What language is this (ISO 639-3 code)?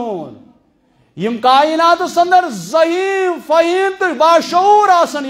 kas